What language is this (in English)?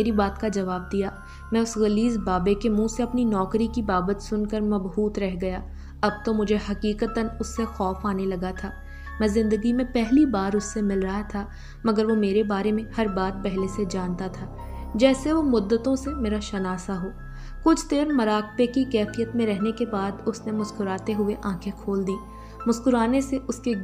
Urdu